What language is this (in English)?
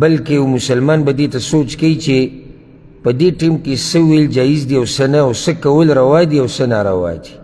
Pashto